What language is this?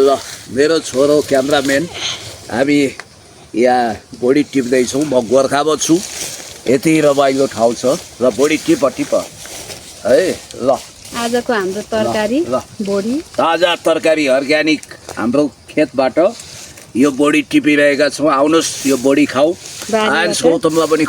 Nepali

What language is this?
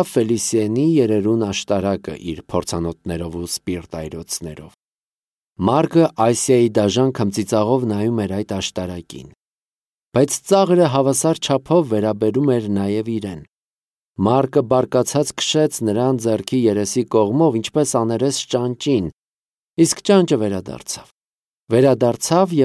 Armenian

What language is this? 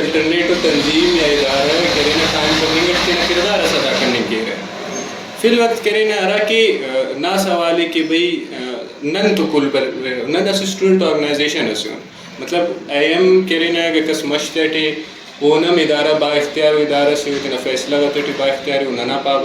Brahui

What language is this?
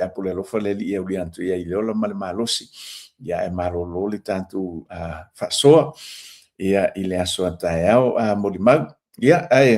Samoan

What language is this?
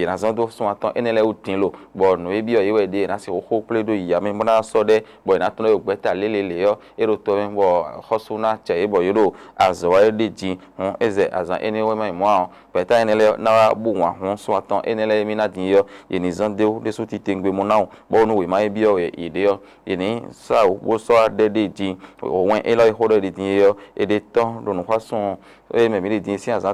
Fon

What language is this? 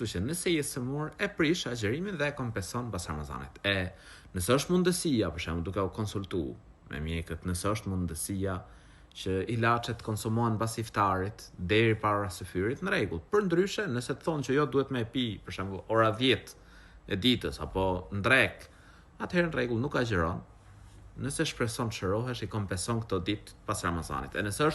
Albanian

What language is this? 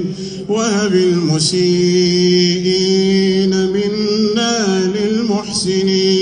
Arabic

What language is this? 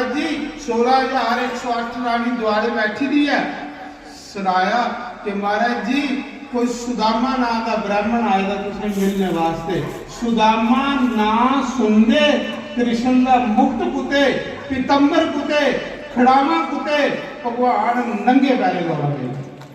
Dogri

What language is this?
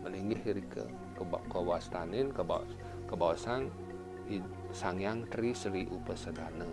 Balinese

